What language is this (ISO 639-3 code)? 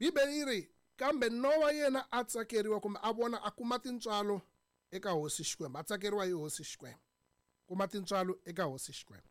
tso